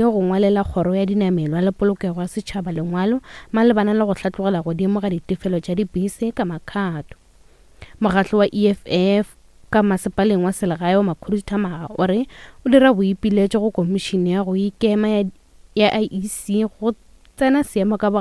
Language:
Northern Sotho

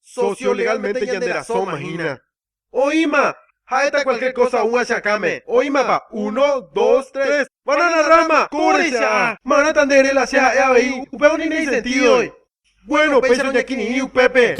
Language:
Guarani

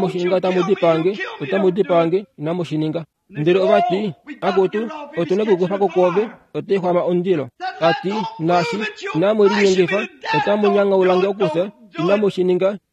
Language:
Kuanyama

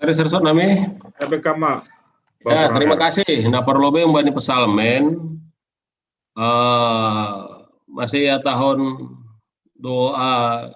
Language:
Batak Simalungun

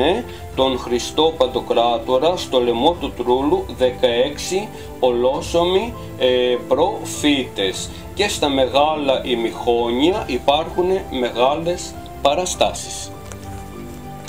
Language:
Greek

